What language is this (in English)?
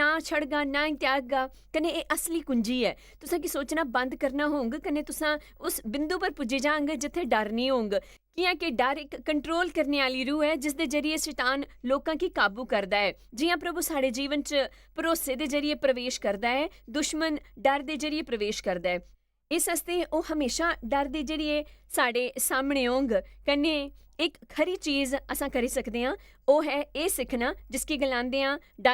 Dogri